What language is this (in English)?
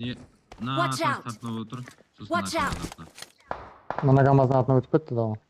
Kara-Kalpak